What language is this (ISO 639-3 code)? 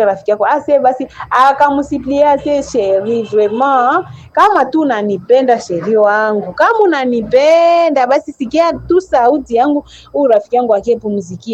swa